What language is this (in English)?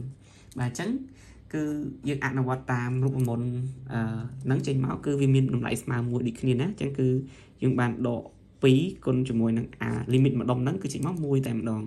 Khmer